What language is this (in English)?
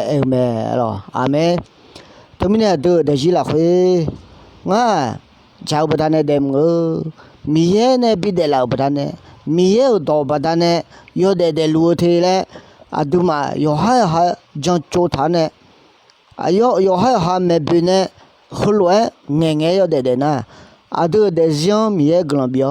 Akha